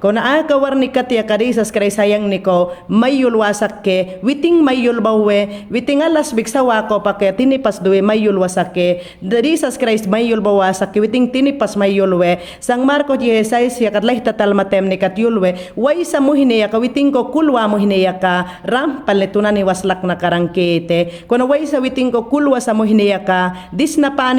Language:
Mayangna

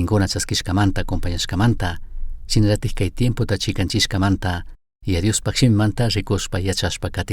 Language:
Chimborazo Highland Quichua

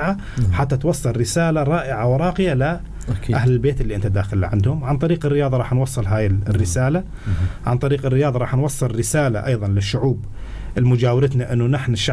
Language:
North Levantine Arabic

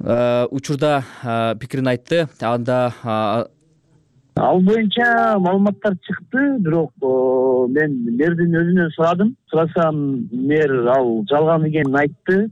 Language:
Kyrgyz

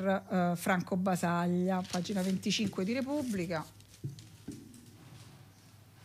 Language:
Italian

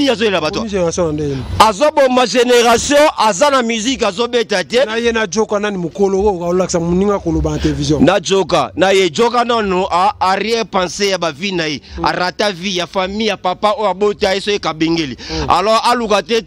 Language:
Lingala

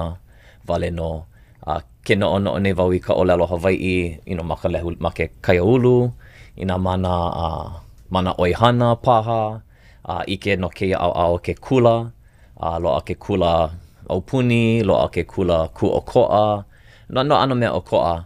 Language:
Hawaiian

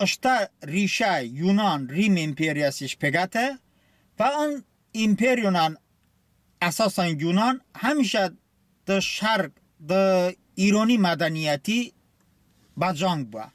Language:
Talysh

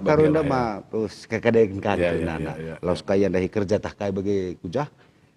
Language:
Batak Karo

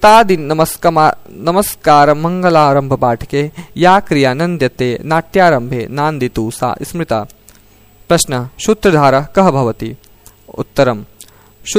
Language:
Sanskrit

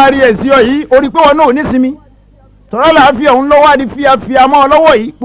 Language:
Yoruba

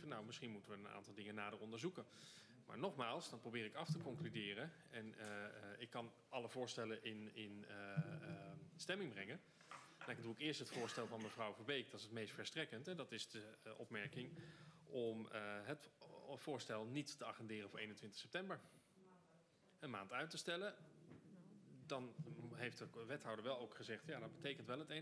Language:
Dutch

